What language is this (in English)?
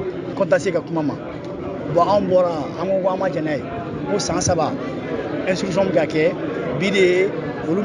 Bambara